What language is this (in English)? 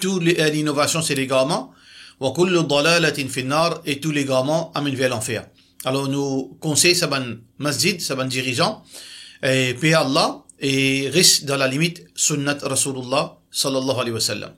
Morisyen